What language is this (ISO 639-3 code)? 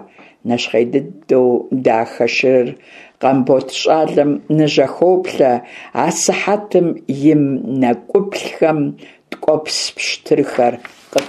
kbd